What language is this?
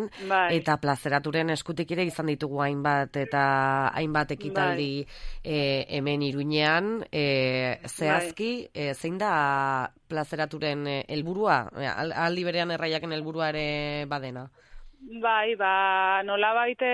Basque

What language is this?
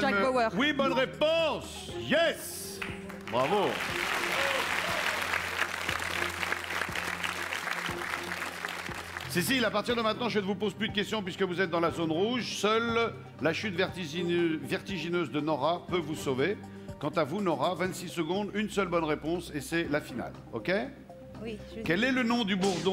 French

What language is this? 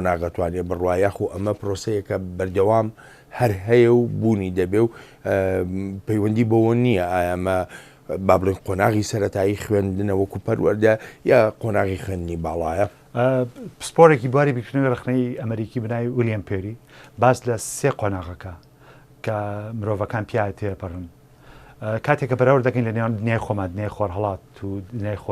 Central Kurdish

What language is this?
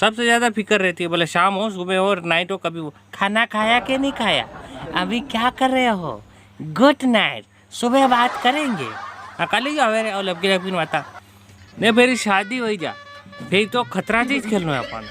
Rajasthani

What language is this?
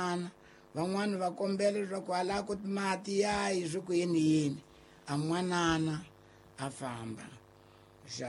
Tsonga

